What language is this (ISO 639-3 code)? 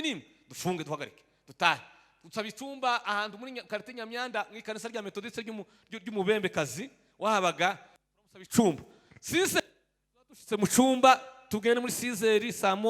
run